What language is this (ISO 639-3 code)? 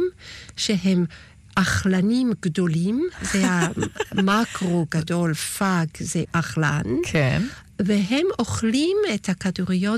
heb